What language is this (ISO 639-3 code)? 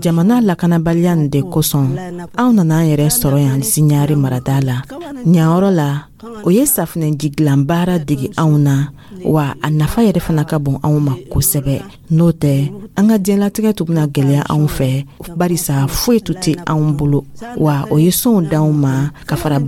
dyu